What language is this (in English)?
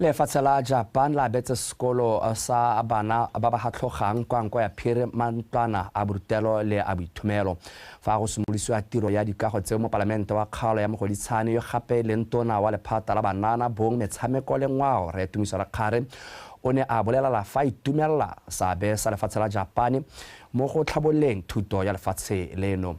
Tswana